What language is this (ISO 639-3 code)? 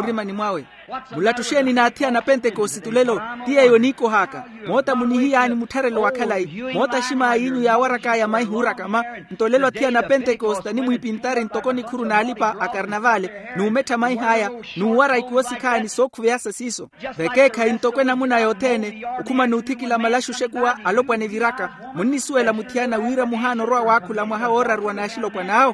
vmw